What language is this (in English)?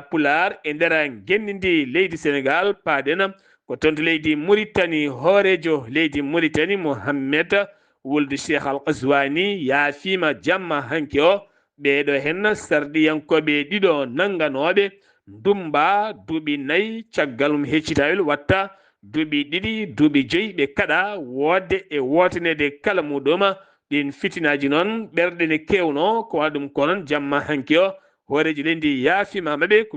Fula